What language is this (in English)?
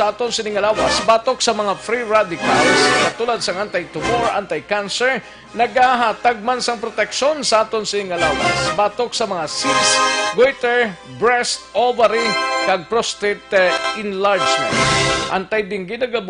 Hiligaynon